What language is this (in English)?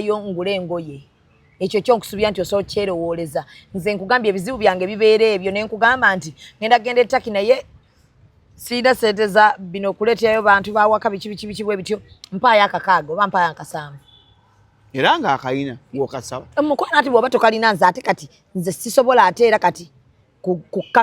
Ganda